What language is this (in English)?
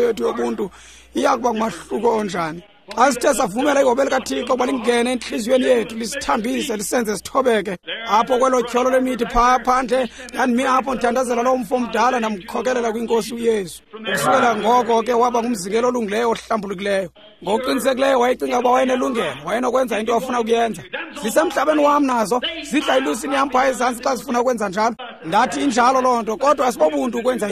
Xhosa